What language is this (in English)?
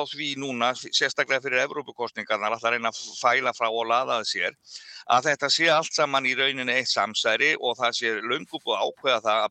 Icelandic